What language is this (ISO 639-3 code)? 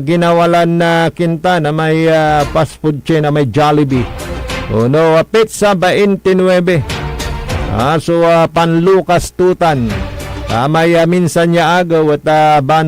pag